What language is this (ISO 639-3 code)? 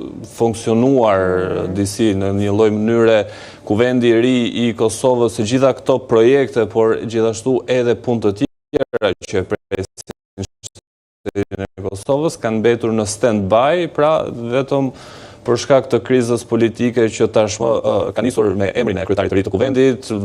sqi